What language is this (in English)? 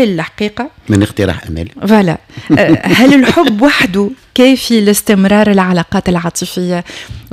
Tunisian Arabic